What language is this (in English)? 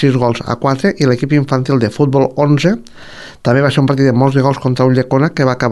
Catalan